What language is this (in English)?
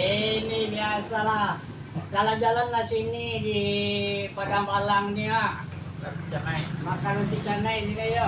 Minangkabau